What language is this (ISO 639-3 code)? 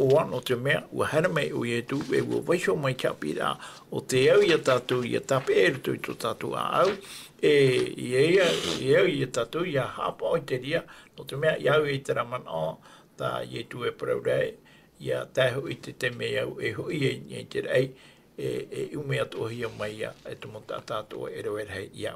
tah